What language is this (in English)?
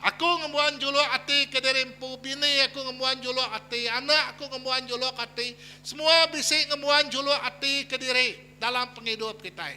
Iban